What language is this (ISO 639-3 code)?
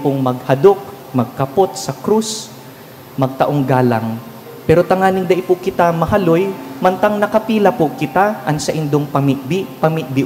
bik